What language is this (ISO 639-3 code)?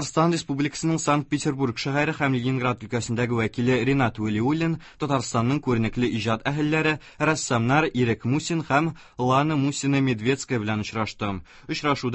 tat